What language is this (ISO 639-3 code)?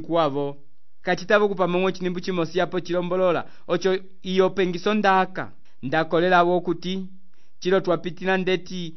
umb